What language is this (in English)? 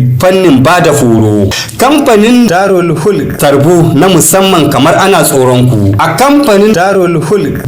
Hausa